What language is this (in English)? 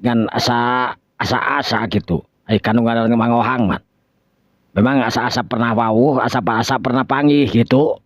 Sundanese